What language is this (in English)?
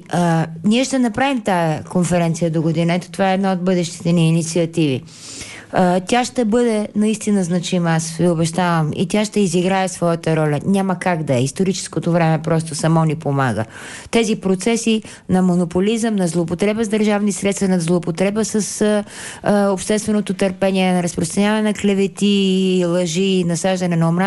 Bulgarian